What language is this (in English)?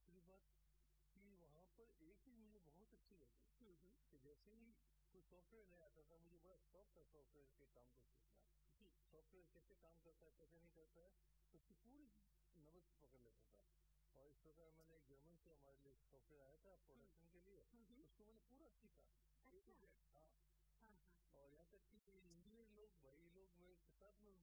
Hindi